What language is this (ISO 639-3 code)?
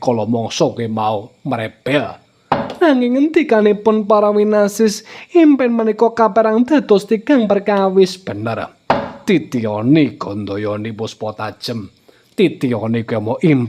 jav